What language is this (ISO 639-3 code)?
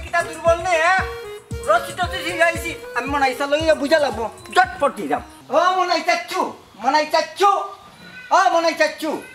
syl